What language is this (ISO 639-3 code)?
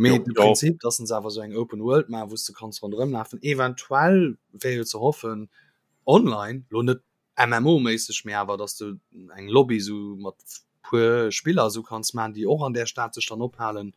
ltz